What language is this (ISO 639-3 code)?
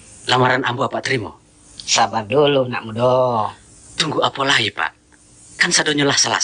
min